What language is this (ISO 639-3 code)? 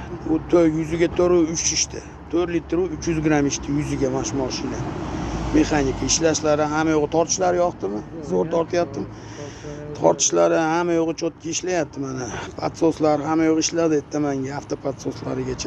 uzb